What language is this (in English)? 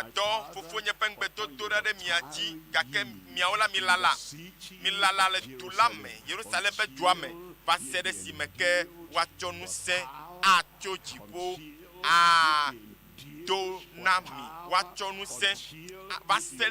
Ewe